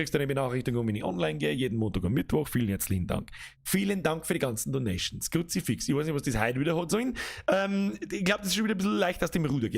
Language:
Bavarian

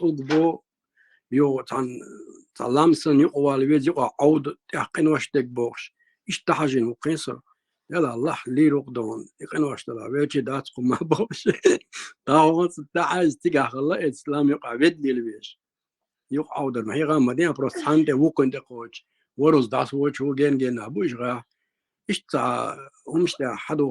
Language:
Chechen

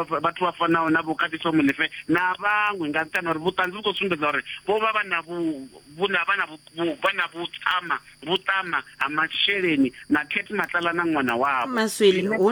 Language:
Venda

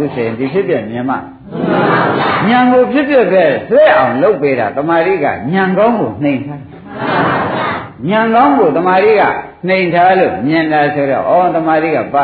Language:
Burmese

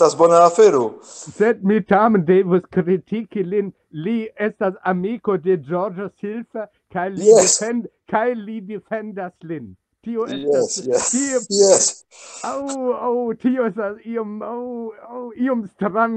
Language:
Esperanto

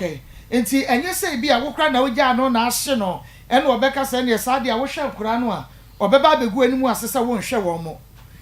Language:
Akan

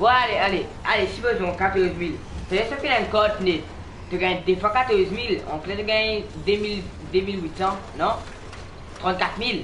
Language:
Morisyen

